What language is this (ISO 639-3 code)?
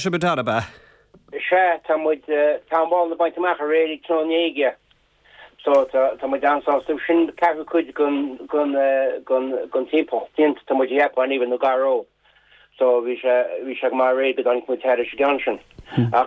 gle